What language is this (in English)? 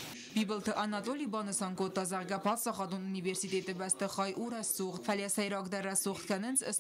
Ossetic